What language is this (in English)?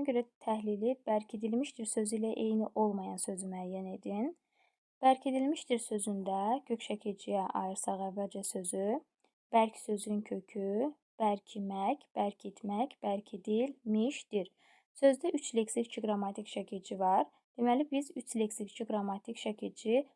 Azerbaijani